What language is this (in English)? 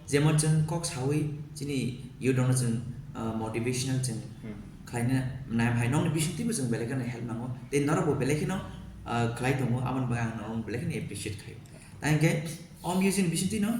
Kok Borok